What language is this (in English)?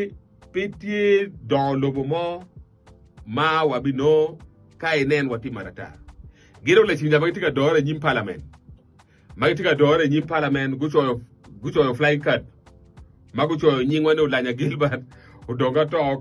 Acoli